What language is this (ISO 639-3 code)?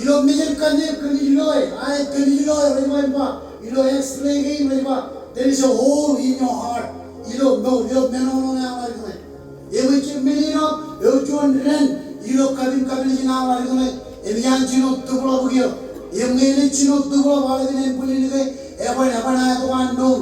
mah